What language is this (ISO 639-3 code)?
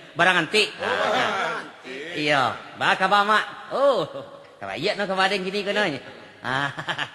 min